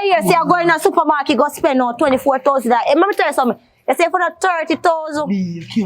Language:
Jamaican Creole English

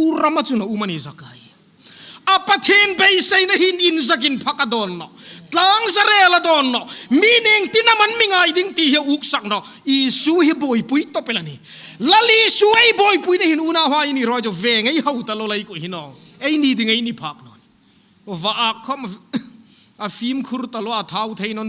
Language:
Hmar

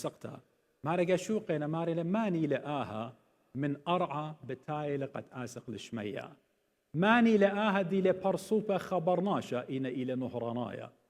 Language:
Assyrian Neo-Aramaic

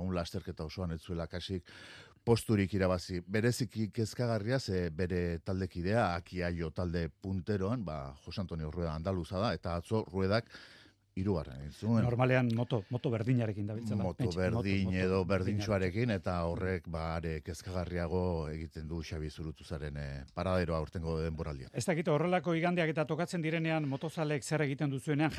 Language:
Basque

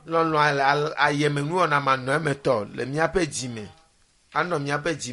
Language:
Ewe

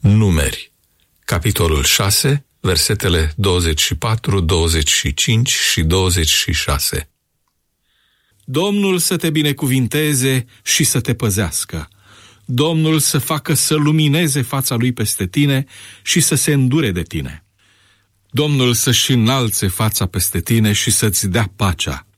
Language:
Romanian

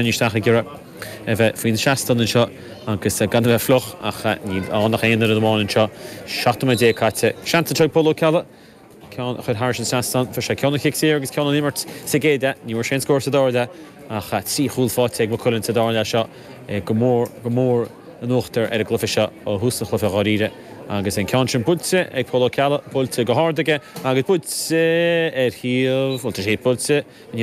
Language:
Irish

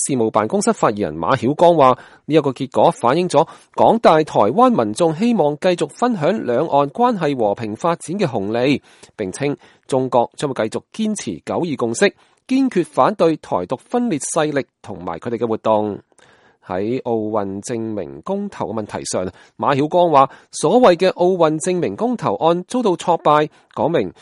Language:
Cantonese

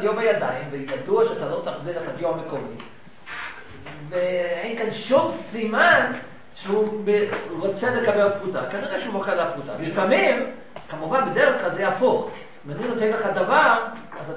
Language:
Hebrew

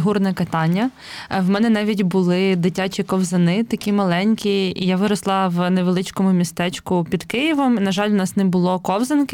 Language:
Ukrainian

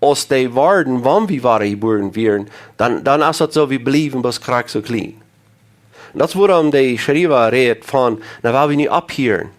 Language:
Plautdietsch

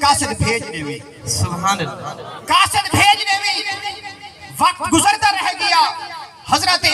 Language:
Saraiki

